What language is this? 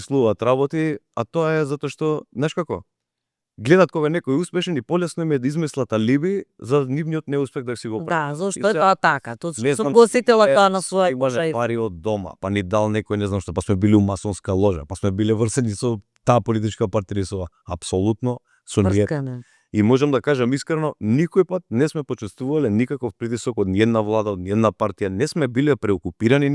Macedonian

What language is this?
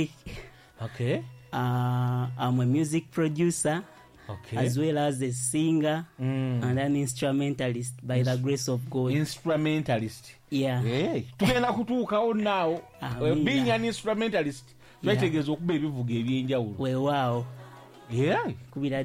Ganda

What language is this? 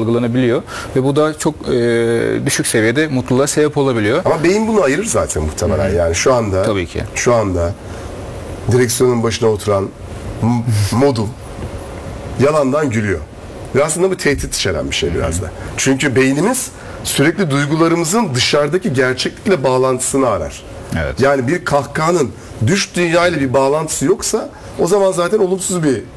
Turkish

